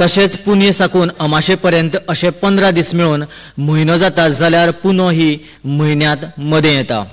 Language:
Konkani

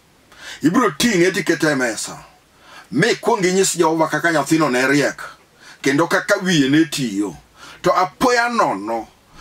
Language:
Luo (Kenya and Tanzania)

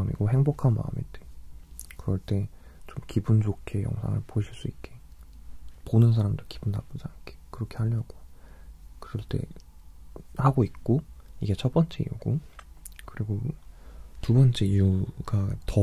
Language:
Korean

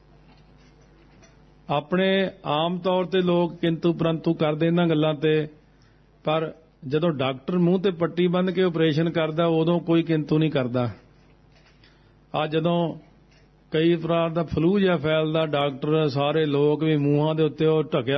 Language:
Punjabi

